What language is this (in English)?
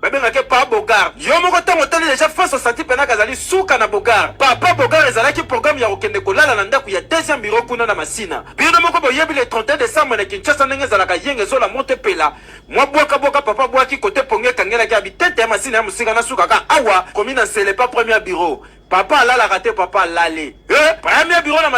Lingala